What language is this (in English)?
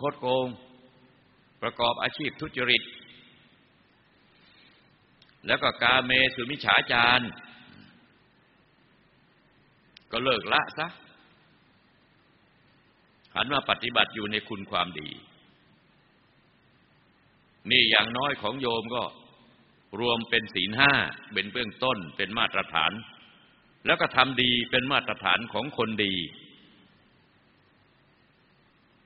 Thai